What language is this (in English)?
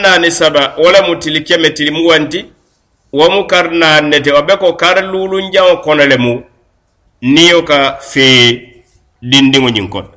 Mandingo